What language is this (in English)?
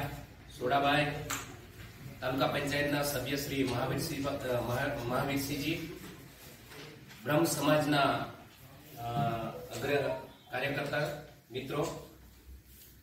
Gujarati